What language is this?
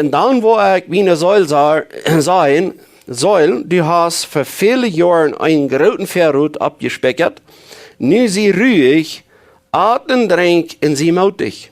Plautdietsch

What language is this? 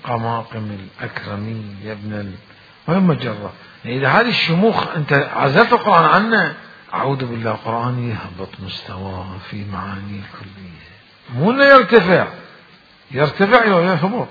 Mesopotamian Arabic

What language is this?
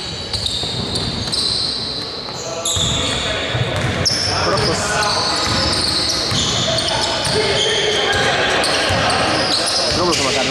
Greek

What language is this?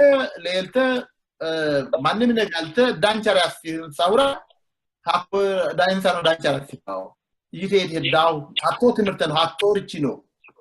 Sidamo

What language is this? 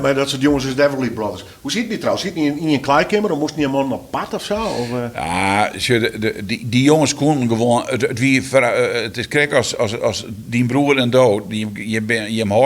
Western Frisian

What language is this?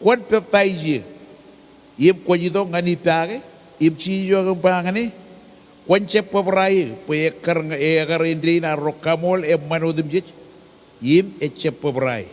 Marshallese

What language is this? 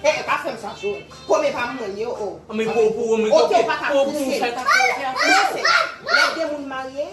Haitian Creole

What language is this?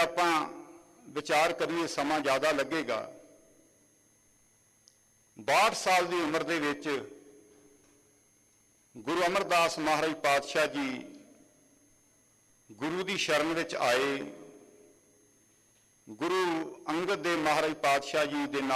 Punjabi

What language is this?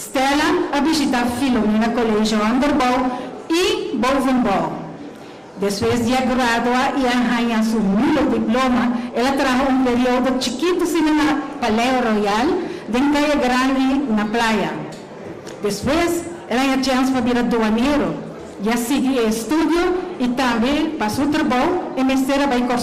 Papiamento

